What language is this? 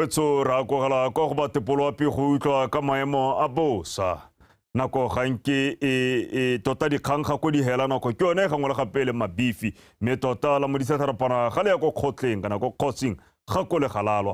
Tswana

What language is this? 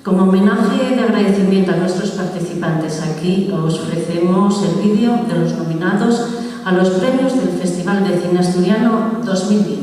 Asturian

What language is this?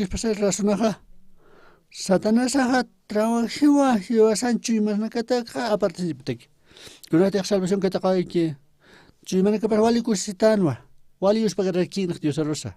Aymara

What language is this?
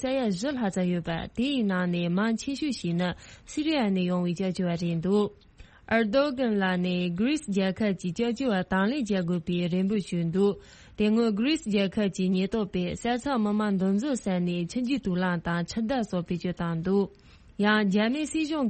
Tibetan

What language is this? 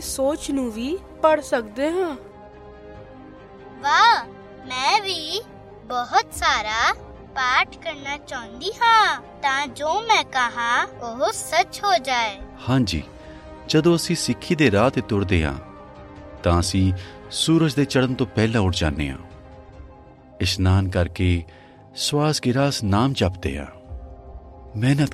Punjabi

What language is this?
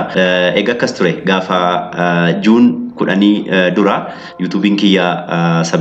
Oromo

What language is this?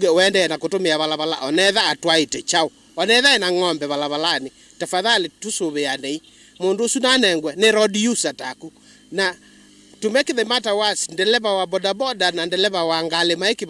Kamba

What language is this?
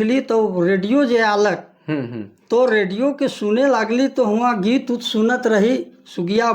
Sadri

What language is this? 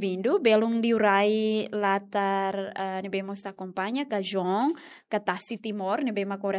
Tetum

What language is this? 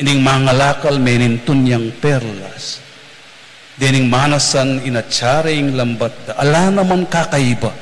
Pampanga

